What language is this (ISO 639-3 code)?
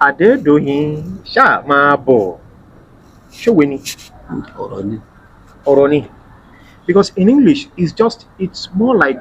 yor